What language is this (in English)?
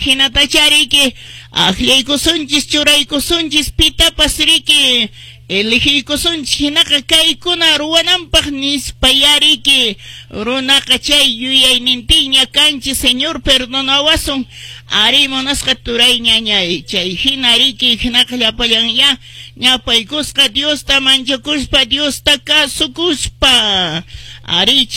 Quechua